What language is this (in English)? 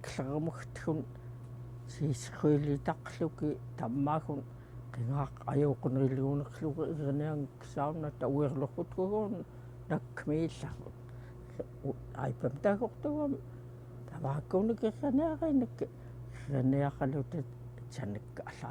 Central Yupik